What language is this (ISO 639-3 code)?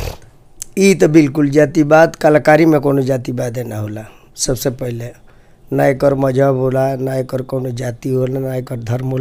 bho